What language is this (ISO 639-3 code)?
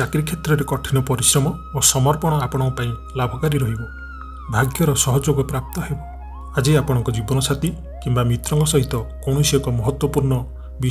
ori